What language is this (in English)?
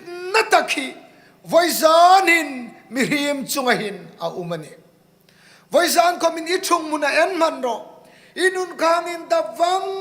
Hmar